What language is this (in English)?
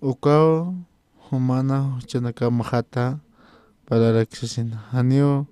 Aymara